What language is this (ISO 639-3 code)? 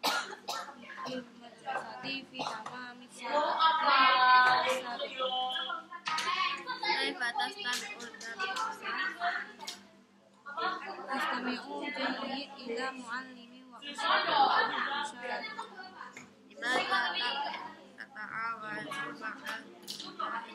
ind